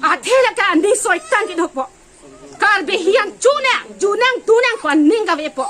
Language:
Karbi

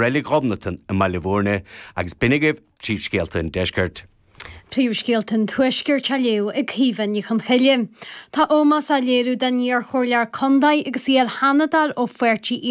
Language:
Irish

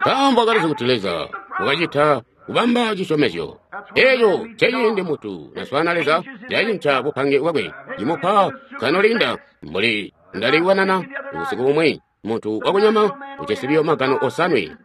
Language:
Tonga (Zambia)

